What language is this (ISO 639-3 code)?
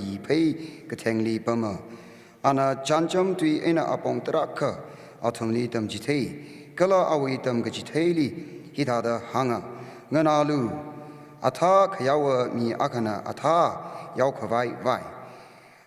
nmf